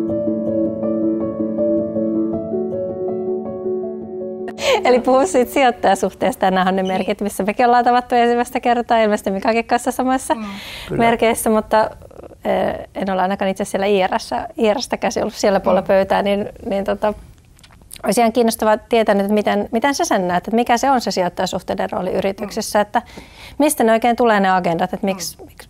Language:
Finnish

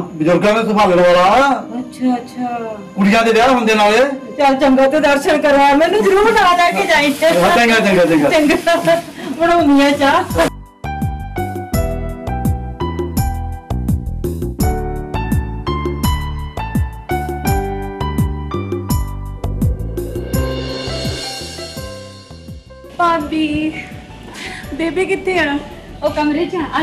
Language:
Punjabi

